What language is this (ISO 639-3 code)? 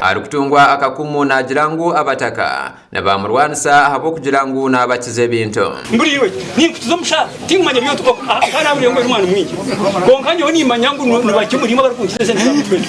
nyn